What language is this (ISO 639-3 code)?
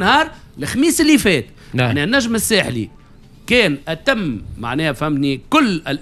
aeb